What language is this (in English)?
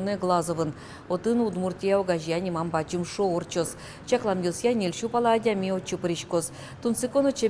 Udmurt